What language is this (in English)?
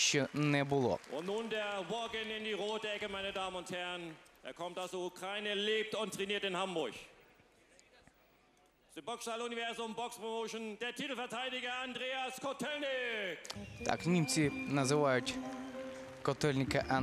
Ukrainian